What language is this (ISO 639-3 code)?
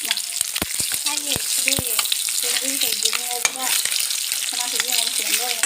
mni